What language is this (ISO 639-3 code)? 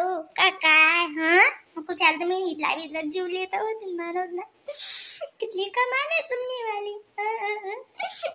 khn